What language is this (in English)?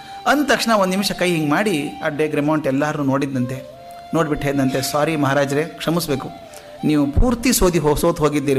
Kannada